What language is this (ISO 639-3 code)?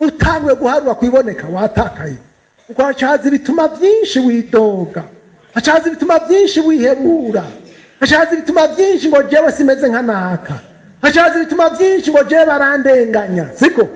run